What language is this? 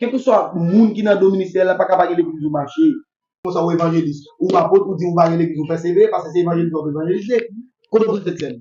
Haitian Creole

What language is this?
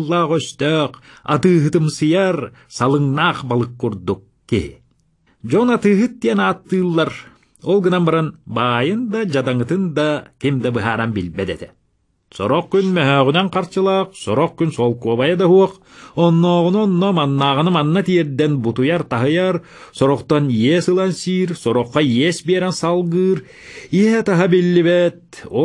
Yakut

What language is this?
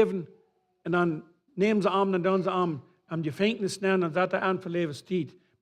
Plautdietsch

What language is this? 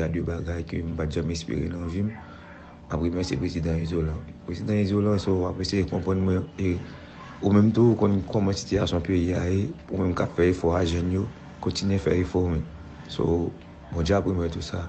Haitian Creole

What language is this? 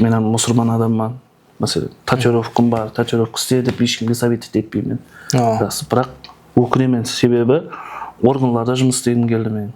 Kara-Kalpak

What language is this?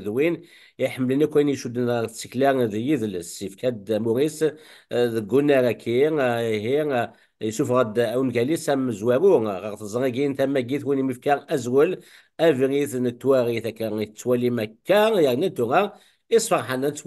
Kabyle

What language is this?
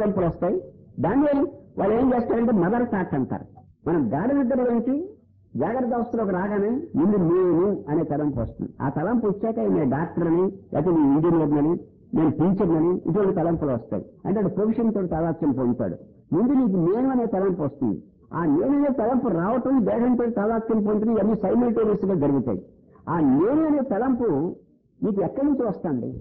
Telugu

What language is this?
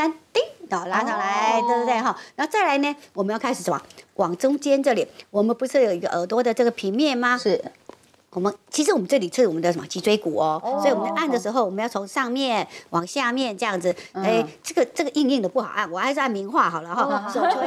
Chinese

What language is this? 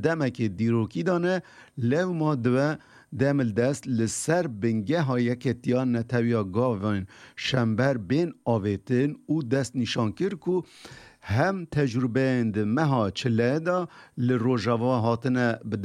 Kurdish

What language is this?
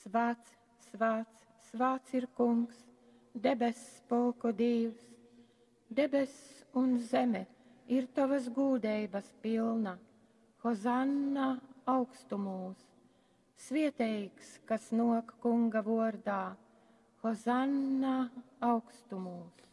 Latgalian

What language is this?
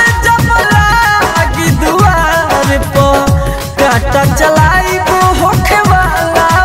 Bhojpuri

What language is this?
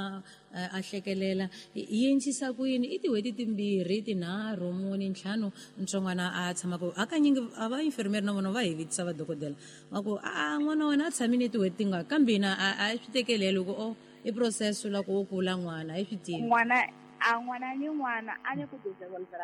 Tsonga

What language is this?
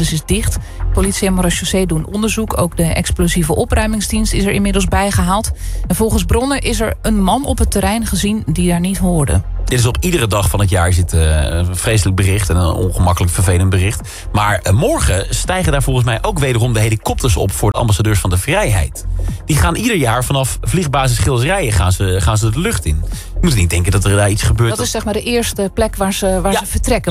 Dutch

